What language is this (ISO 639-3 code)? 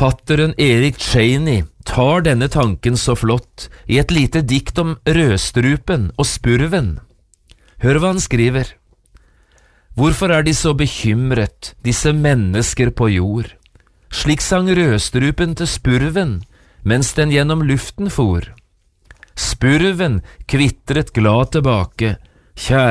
nor